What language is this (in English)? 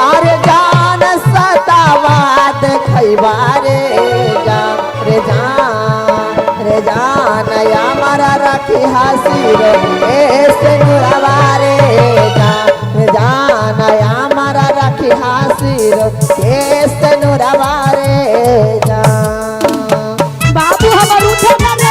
Magahi